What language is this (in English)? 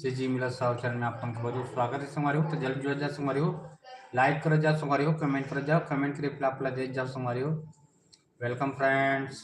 Chhattisgarhi